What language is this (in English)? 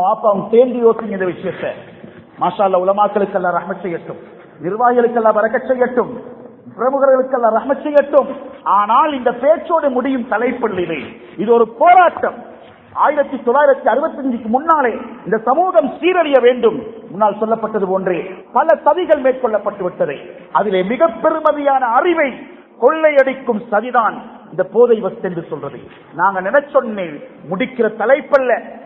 Tamil